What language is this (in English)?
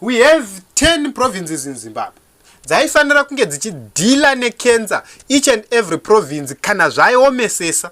Shona